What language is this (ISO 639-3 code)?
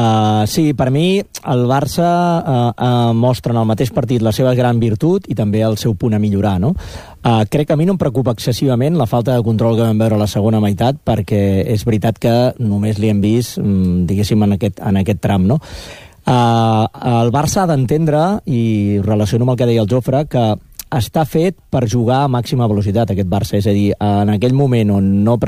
cat